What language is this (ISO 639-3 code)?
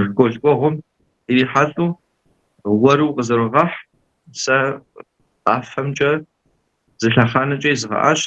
kbd